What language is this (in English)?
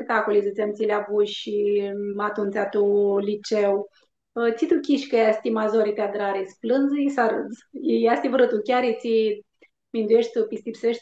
Aromanian